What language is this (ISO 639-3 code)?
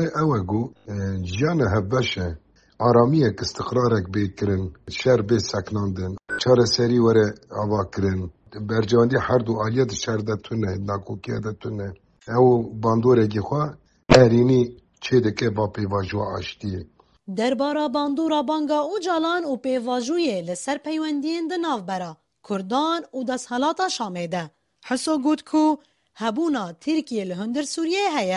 kur